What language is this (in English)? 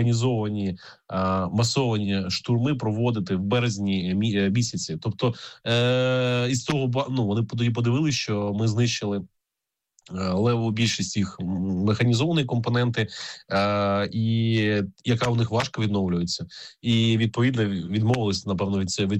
Ukrainian